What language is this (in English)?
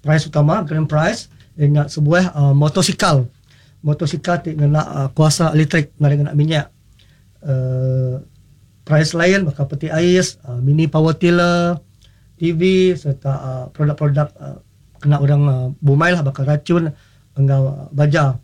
Iban